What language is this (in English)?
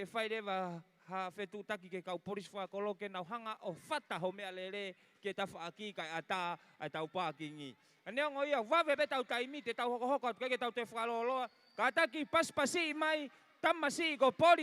Tongan